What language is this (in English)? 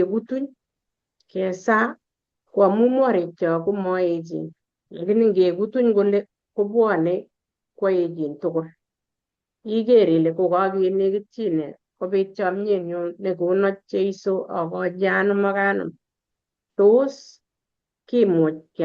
Kalenjin